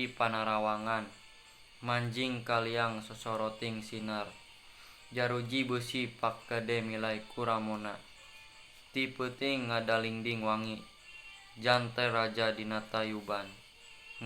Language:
Sundanese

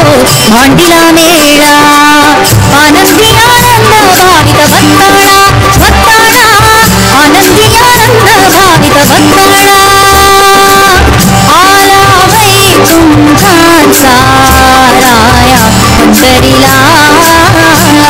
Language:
Marathi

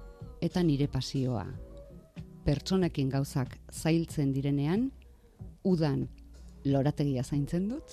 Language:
Basque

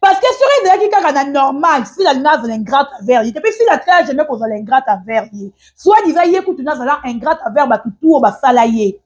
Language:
Lingala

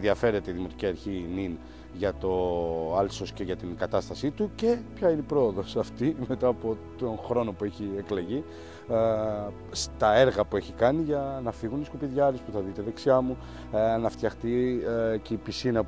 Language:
Greek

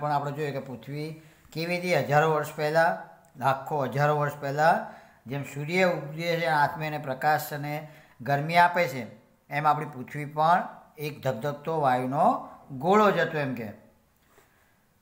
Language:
Gujarati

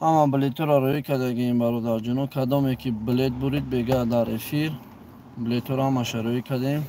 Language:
Tajik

